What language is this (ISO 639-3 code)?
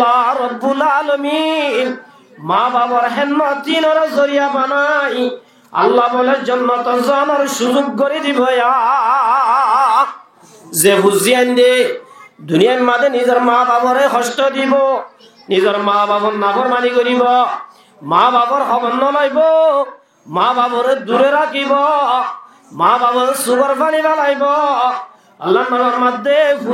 rhg